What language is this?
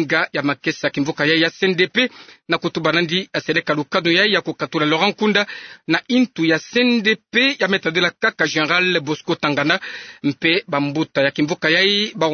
Kituba (Democratic Republic of Congo)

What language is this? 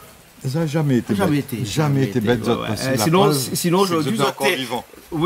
Réunion Creole French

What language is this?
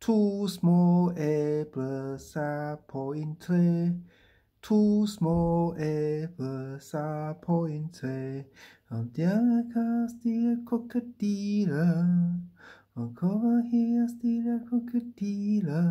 Danish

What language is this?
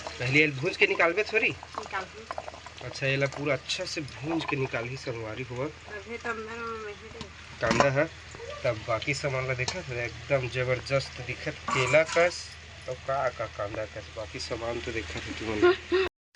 Chhattisgarhi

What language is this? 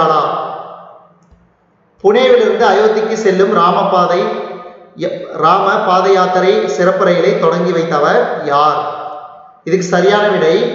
Tamil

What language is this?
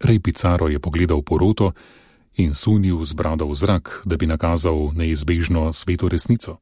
Slovenian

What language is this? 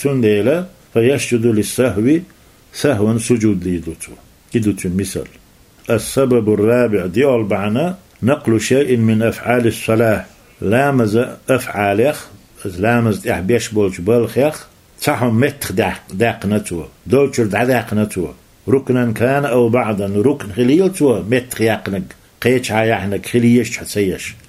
Chechen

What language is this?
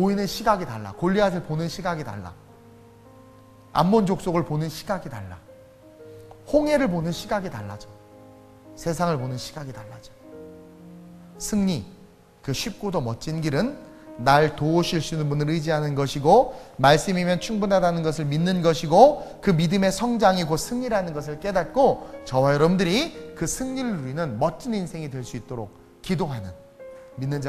Korean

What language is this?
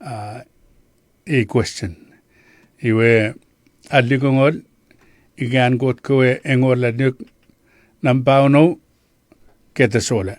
Chuukese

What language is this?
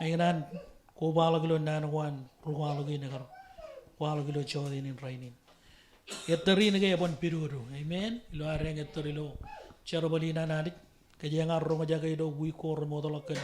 Marshallese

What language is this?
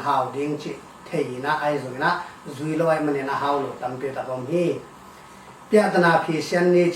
Tedim Chin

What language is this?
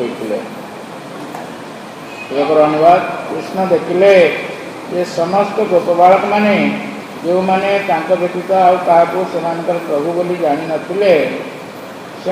Odia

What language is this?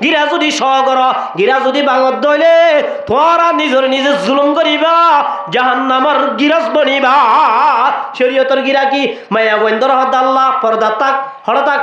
Rohingya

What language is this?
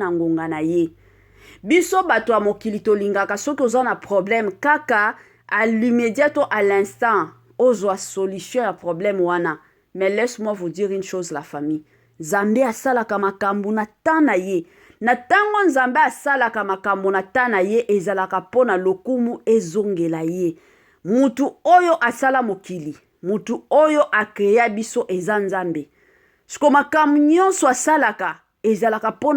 Lingala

